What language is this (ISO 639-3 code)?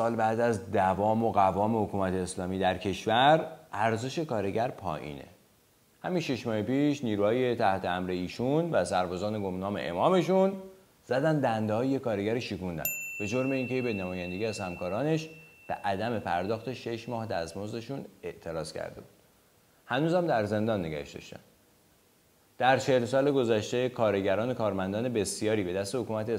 fas